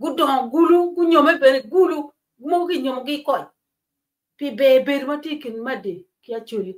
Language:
Acoli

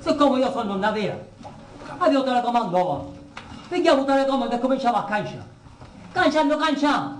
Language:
Sicilian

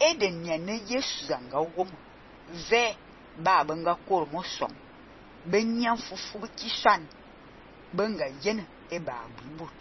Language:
Fang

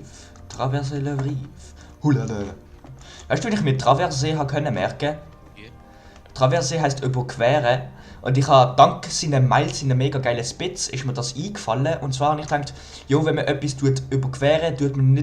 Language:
Swiss German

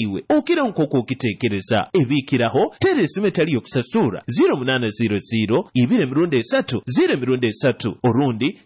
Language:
Nyoro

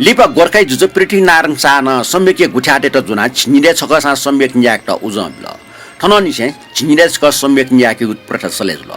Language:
Newari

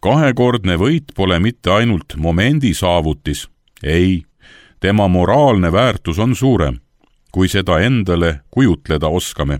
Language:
Estonian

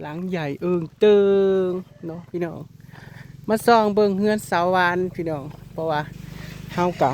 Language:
Northeastern Thai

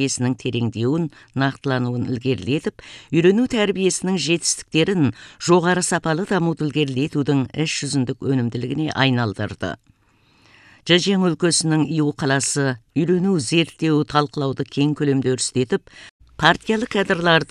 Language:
Kazakh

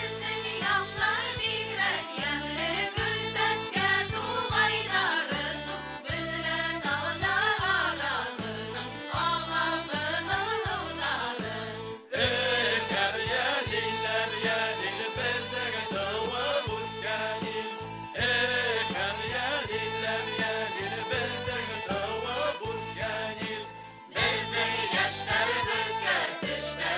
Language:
Bashkir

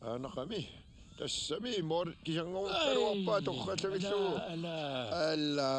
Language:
Kalaallisut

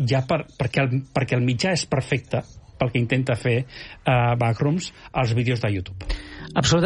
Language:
Catalan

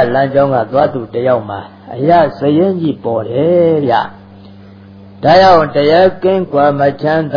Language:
Burmese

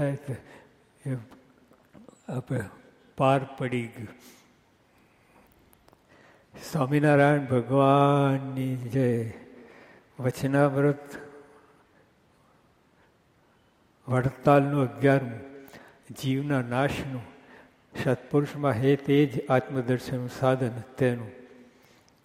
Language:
Gujarati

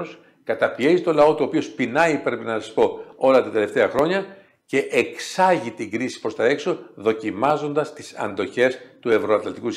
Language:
Greek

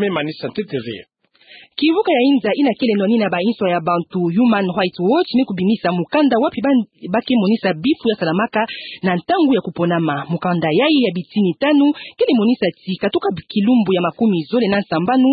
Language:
Kituba (Democratic Republic of Congo)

